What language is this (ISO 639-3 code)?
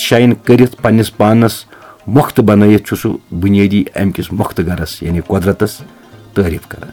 kas